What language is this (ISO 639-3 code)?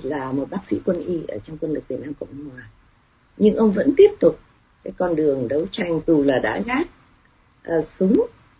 vie